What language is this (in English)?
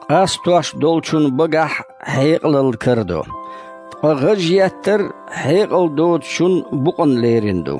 Chechen